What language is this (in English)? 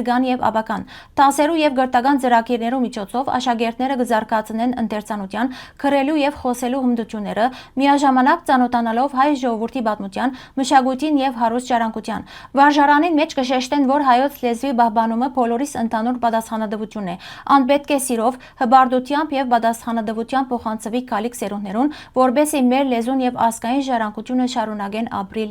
Western Armenian